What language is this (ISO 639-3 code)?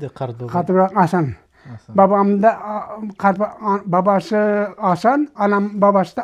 crh